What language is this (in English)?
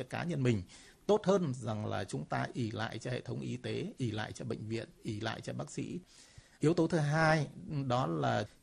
Vietnamese